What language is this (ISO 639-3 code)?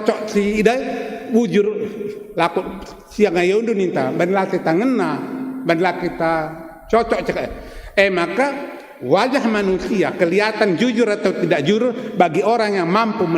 btx